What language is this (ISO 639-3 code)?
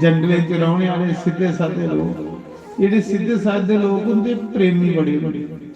doi